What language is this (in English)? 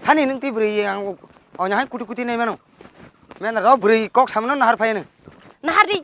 Kok Borok